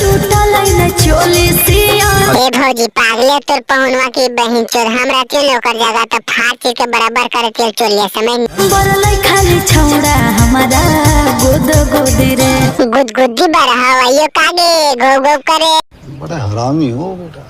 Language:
Magahi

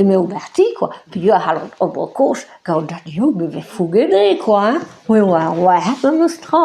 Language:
Breton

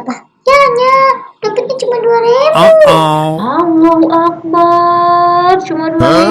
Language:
Betawi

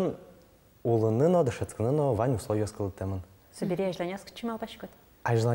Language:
Udmurt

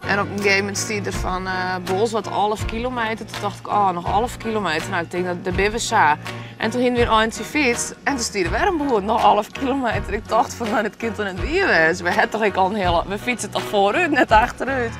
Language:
Western Frisian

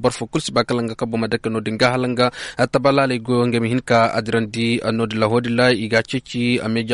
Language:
Koyraboro Senni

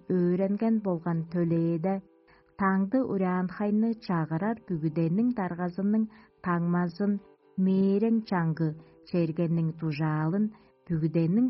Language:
Tuvinian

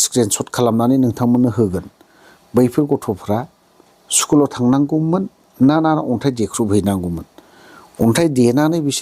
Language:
Bodo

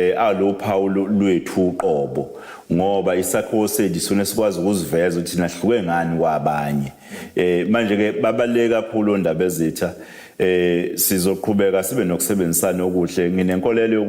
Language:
Zulu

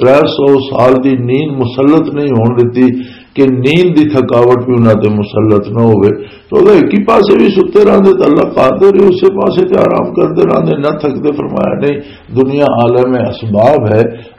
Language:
Western Panjabi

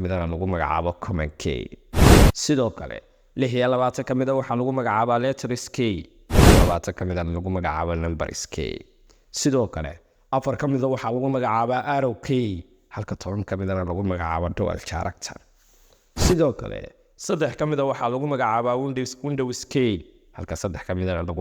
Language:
Somali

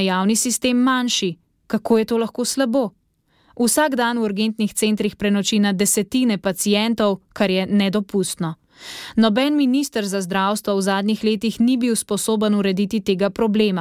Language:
Slovenian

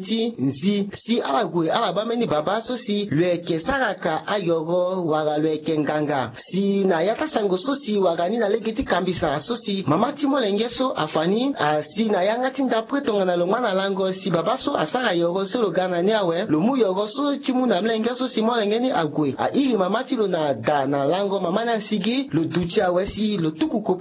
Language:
Sango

